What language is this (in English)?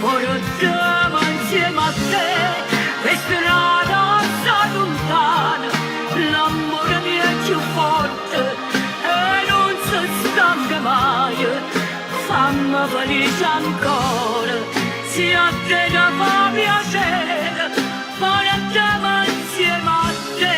Neapolitan